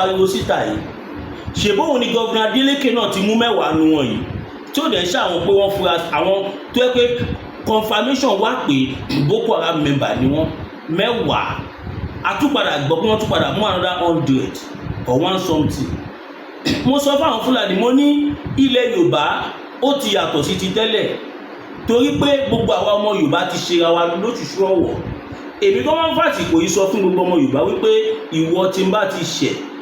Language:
Yoruba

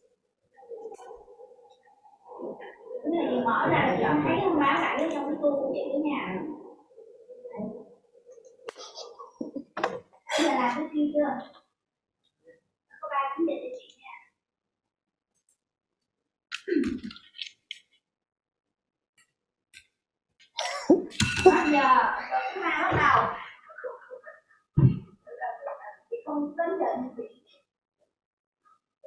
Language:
Vietnamese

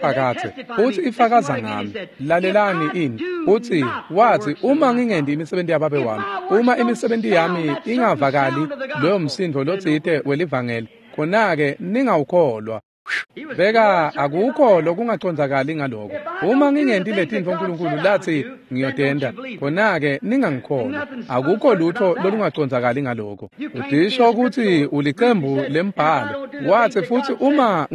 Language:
Swati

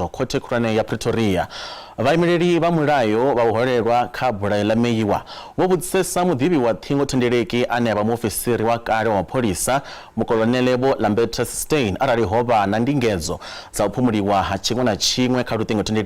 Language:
Venda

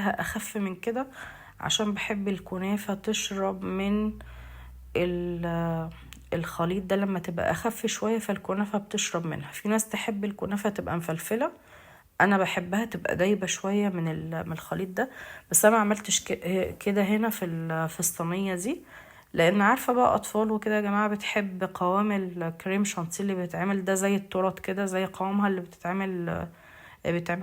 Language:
Egyptian Arabic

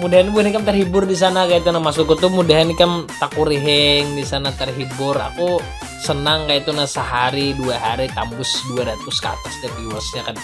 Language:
Banjar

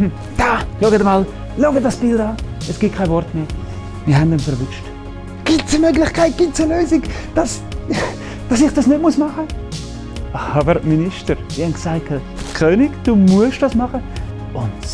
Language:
Swiss German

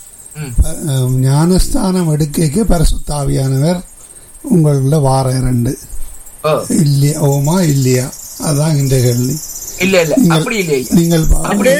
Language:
Tamil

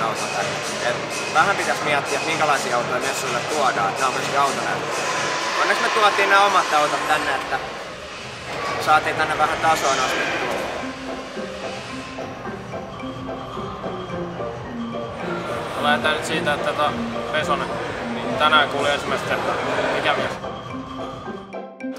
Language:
Finnish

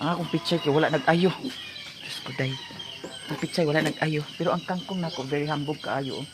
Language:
Cebuano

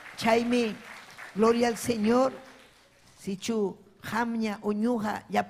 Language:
Ayacucho Quechua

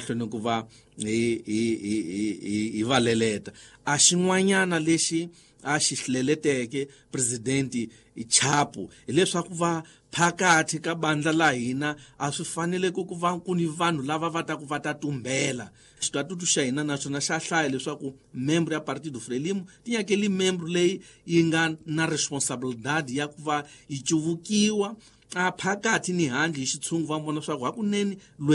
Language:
Tsonga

